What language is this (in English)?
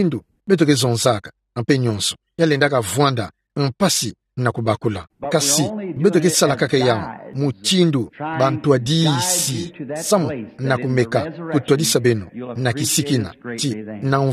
Kituba (Democratic Republic of Congo)